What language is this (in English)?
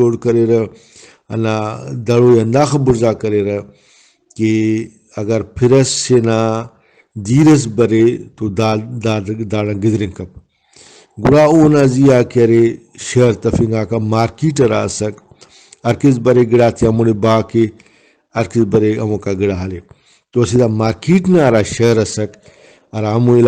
Brahui